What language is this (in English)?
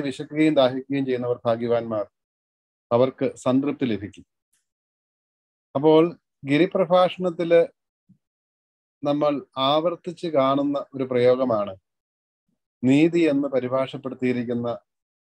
Malayalam